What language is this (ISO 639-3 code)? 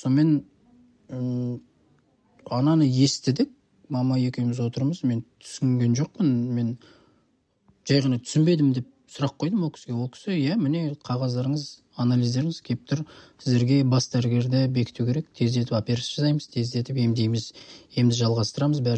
kaz